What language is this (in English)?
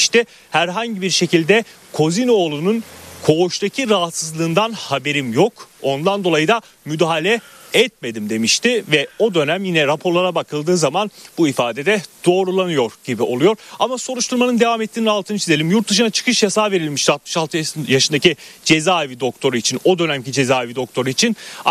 Turkish